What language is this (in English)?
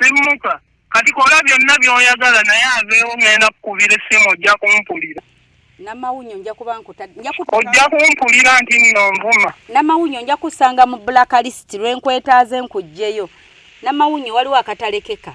Ganda